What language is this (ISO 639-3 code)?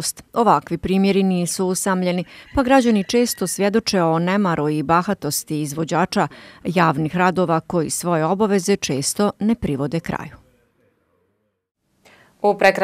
bos